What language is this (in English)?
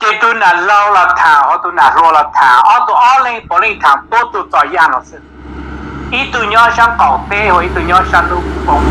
Hmong